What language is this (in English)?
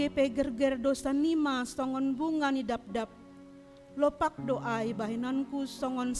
Batak Simalungun